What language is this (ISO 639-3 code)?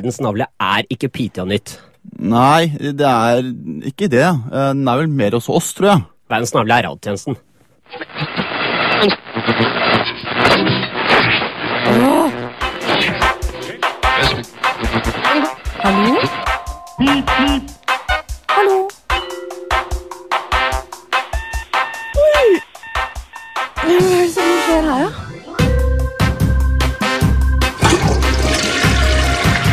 nor